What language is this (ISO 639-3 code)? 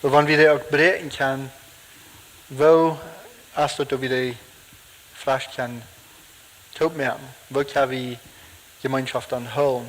pdt